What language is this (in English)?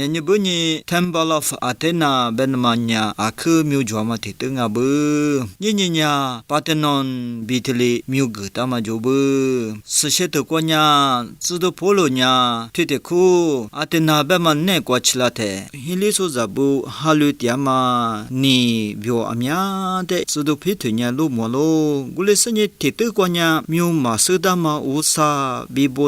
Lisu